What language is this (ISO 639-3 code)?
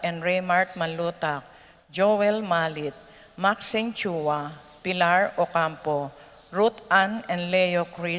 pam